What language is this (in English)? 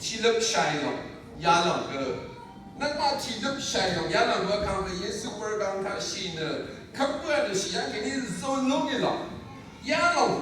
Rawang